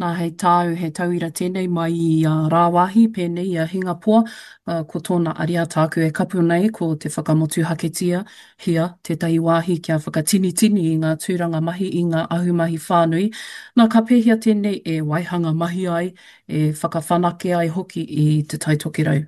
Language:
Māori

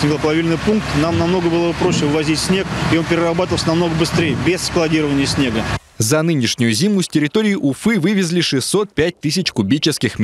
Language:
Russian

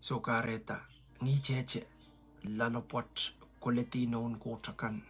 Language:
Pohnpeian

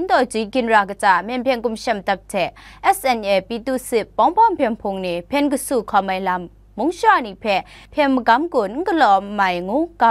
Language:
Kachin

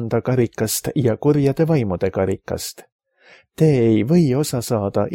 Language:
Estonian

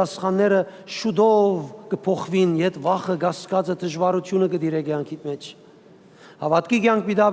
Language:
Western Armenian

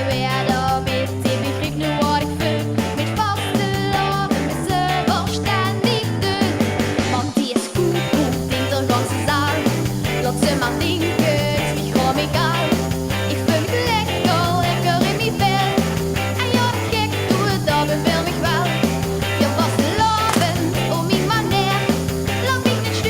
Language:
Limburgish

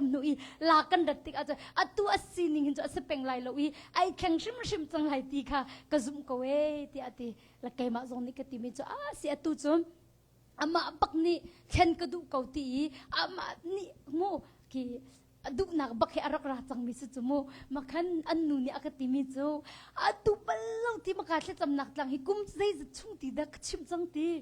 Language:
Hakha Chin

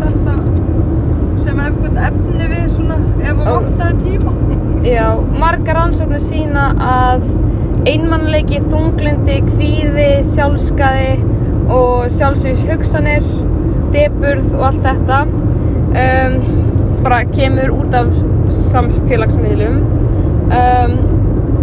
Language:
Icelandic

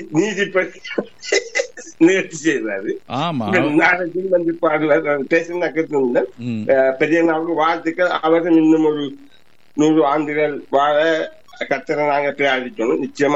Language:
Tamil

